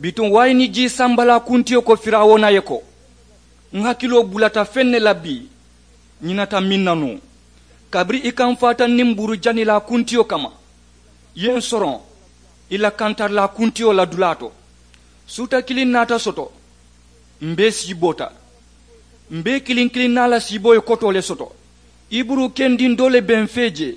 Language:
Mandingo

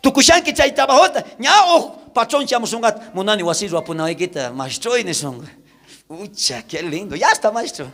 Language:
South Bolivian Quechua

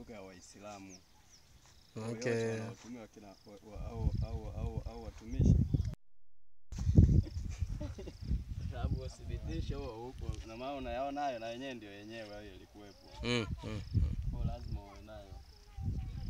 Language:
Swahili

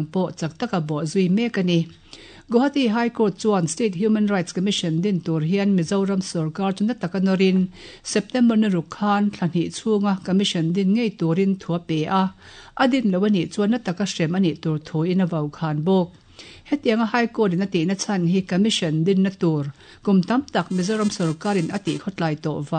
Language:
Mizo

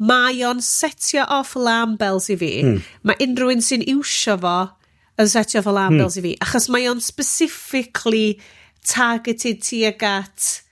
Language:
Welsh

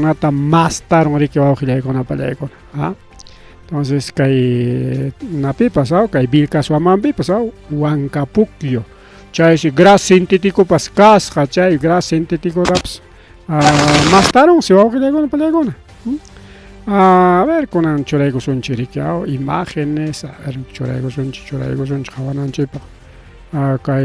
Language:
Ayacucho Quechua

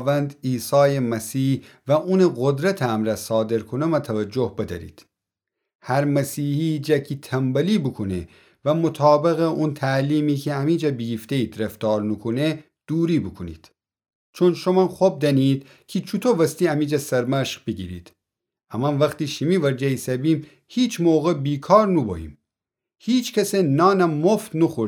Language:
Gilaki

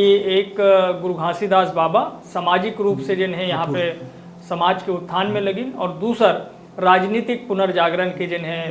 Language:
Chhattisgarhi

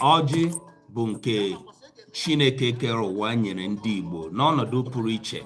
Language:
Igbo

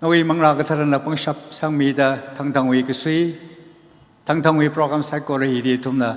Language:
Tangkhul Naga (India)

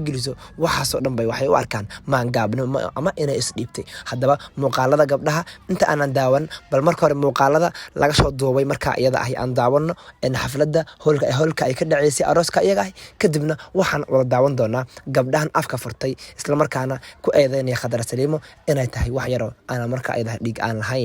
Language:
Somali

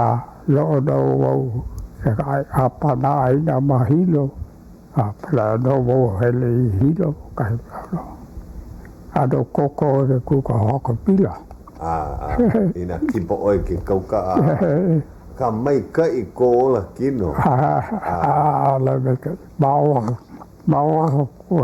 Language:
Hawaiian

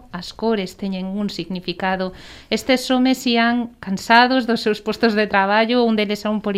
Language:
Galician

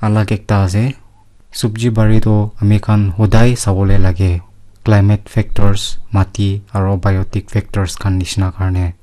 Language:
Naga Pidgin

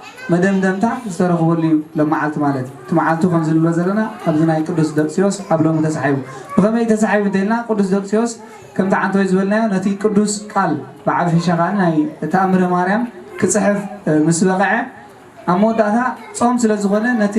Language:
Tigrinya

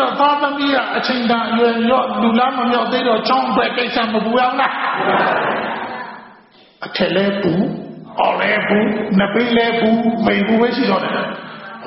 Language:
Burmese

